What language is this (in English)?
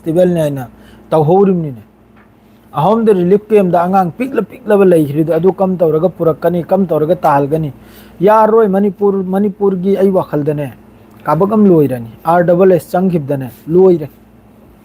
Manipuri